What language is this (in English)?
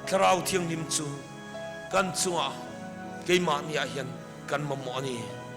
Mizo